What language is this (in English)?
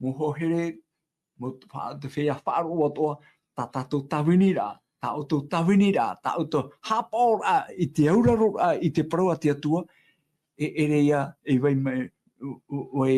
Tahitian